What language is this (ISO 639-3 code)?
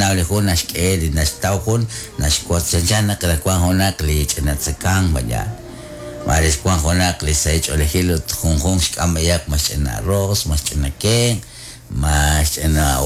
kek